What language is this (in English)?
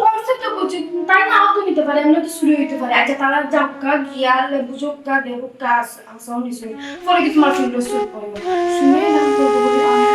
Sylheti